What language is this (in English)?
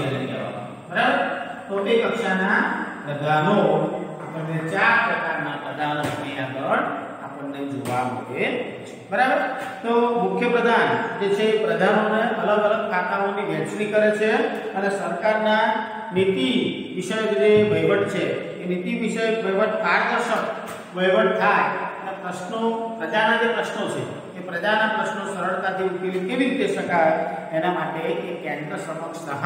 Gujarati